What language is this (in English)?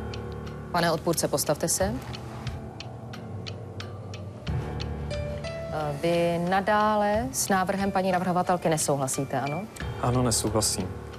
Czech